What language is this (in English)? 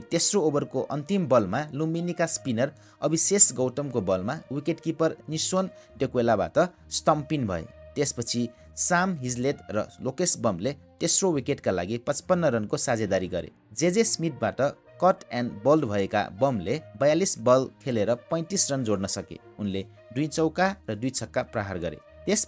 Nepali